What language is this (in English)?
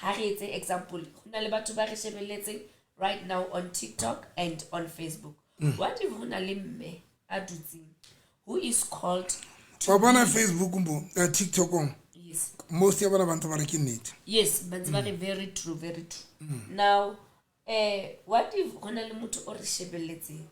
Southern Sotho